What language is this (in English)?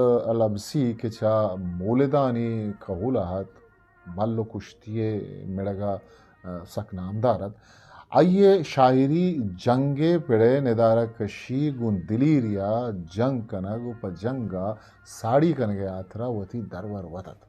Eastern Balochi